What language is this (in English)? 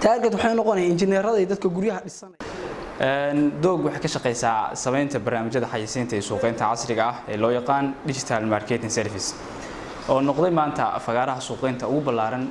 Somali